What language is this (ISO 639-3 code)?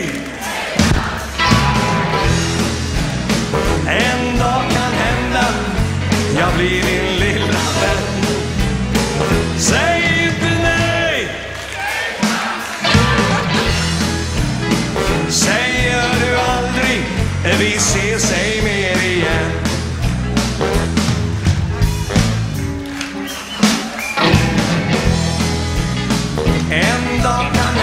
swe